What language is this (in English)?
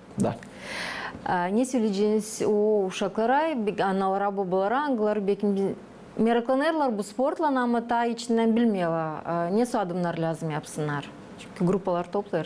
Gagauz